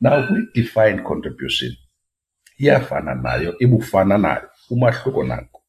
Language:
Xhosa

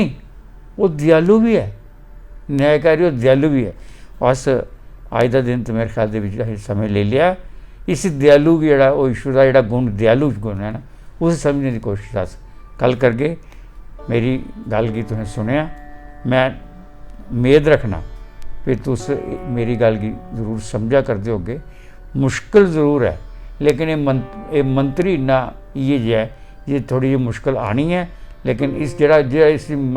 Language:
Dogri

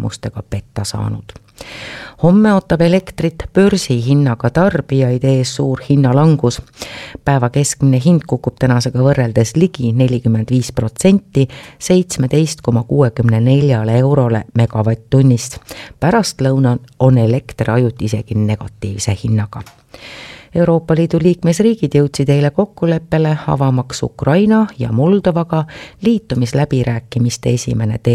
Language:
Estonian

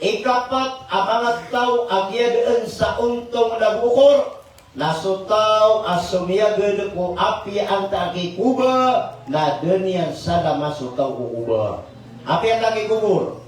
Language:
Maranao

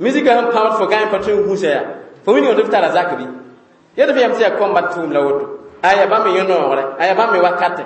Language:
Mossi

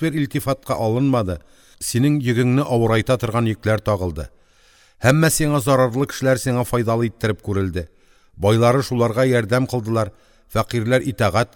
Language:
Tatar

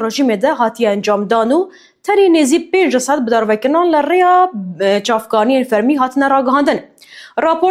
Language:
Kurdish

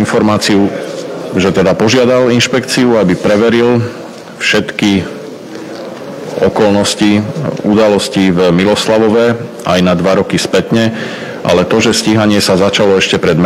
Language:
Slovak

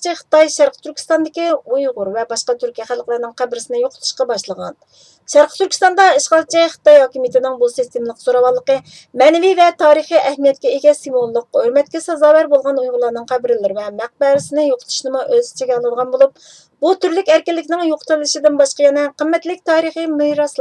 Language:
Uyghur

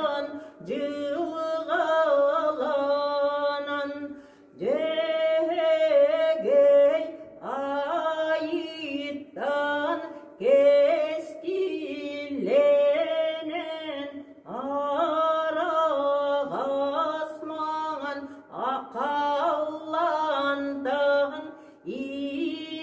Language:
Yakut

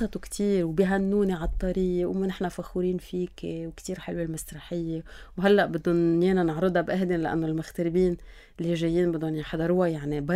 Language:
North Levantine Arabic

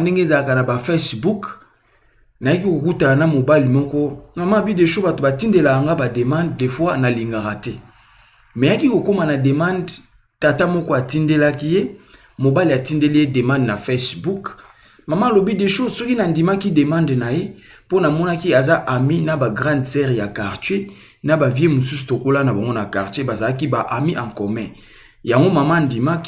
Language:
Lingala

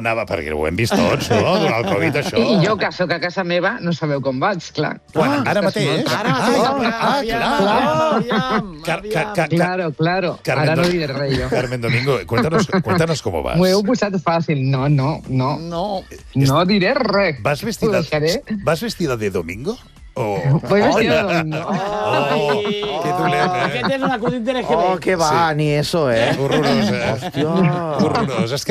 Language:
Catalan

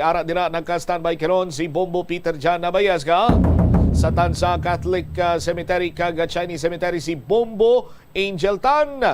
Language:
Hiligaynon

